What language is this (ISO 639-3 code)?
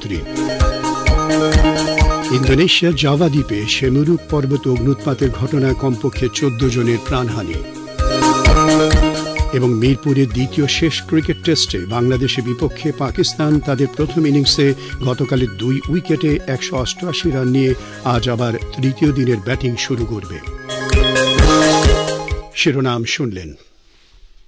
ben